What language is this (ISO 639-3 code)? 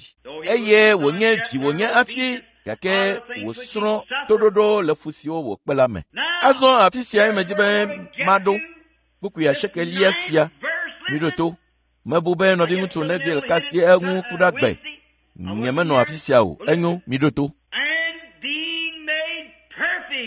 ewe